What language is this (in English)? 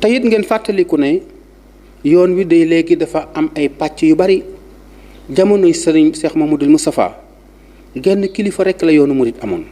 Wolof